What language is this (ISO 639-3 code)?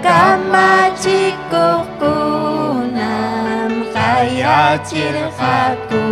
quy